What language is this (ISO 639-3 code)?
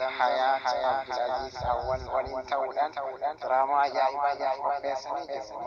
orm